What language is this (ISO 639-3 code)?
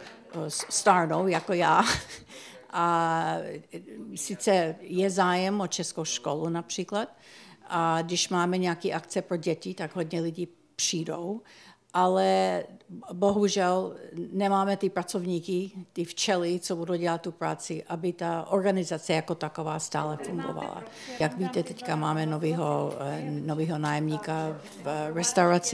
ces